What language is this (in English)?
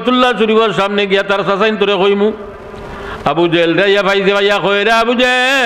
Sylheti